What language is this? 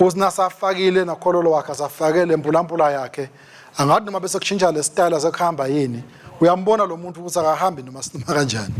Swati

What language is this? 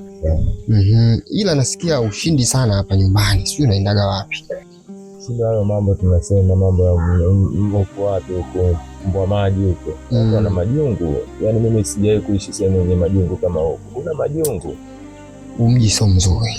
Swahili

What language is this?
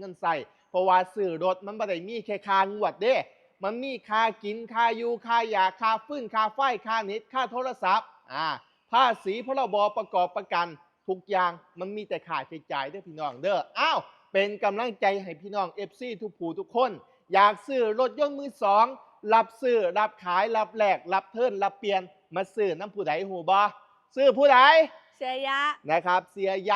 Northeastern Thai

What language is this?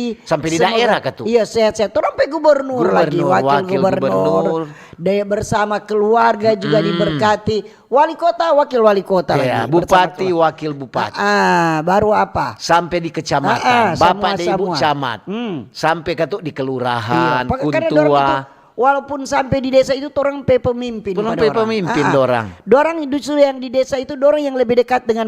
Manado Malay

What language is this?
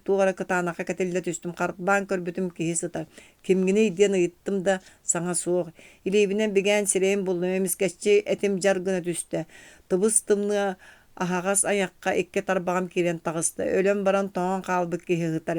Yakut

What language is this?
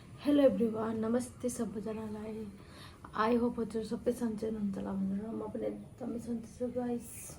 Nepali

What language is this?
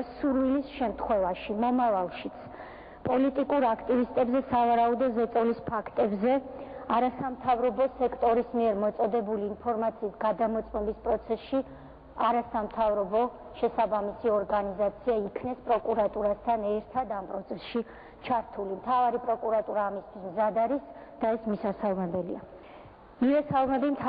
Georgian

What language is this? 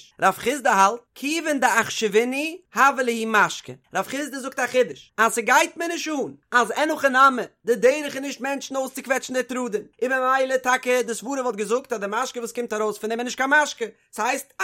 Yiddish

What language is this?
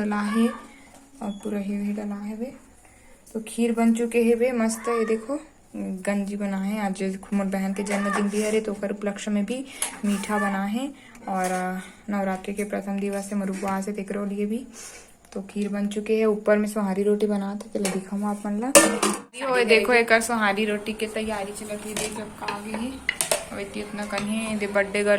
Chhattisgarhi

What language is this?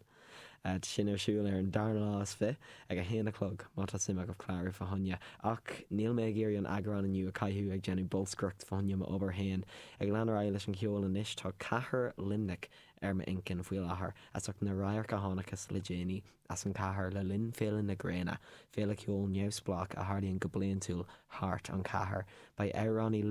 Irish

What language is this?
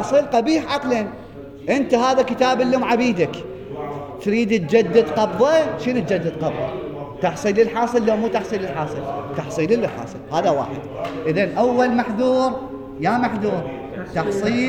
Mesopotamian Arabic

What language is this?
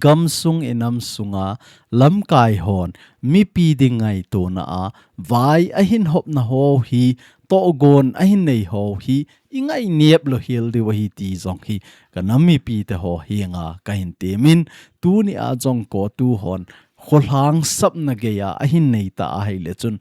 Thado Chin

